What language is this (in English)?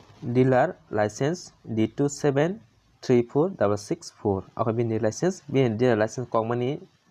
Kok Borok